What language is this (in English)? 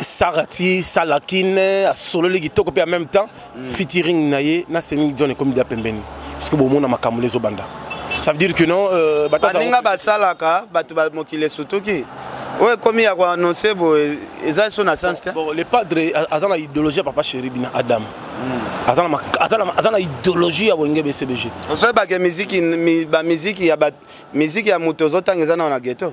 Lingala